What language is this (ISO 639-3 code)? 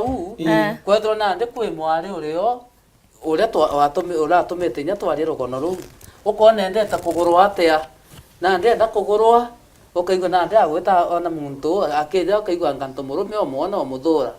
mer